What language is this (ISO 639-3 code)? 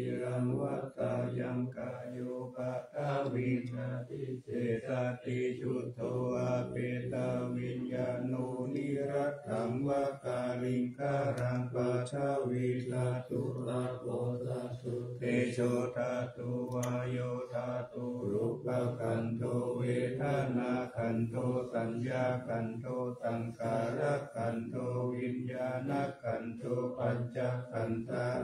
pli